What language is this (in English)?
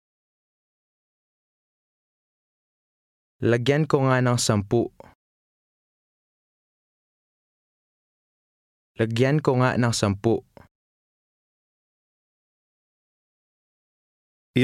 Filipino